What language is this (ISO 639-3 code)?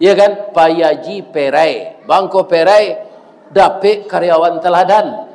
min